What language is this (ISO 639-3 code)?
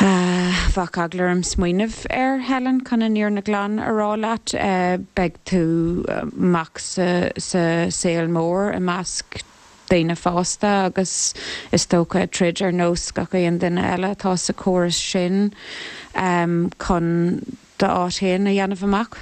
gle